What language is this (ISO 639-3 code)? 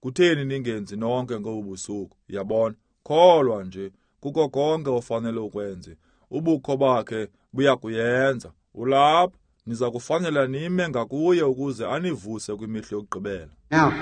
xho